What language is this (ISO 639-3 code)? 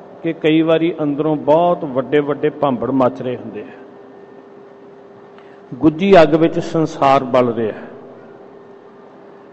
pan